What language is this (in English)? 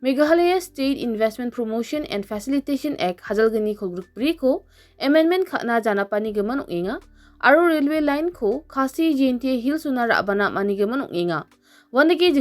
Garo